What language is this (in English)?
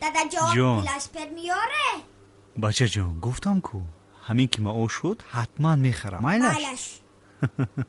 Tajik